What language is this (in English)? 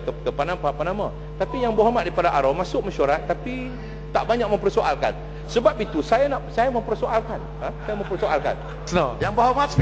Malay